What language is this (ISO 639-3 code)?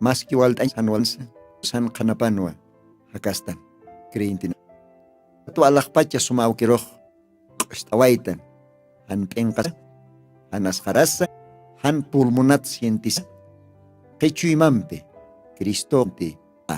aym